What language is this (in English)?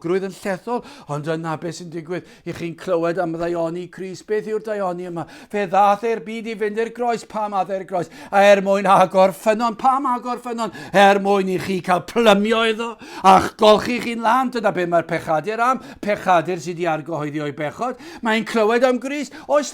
Welsh